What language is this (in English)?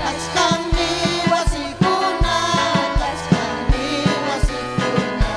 Ayacucho Quechua